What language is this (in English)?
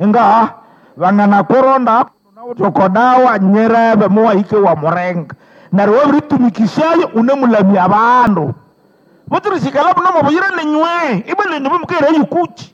Nande